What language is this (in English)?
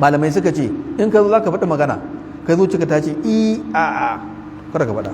Hausa